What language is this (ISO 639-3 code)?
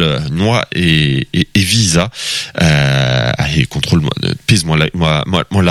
bre